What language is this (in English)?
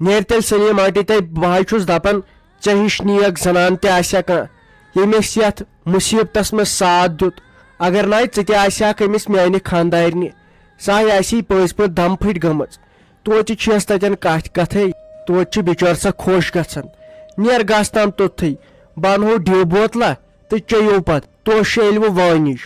Kashmiri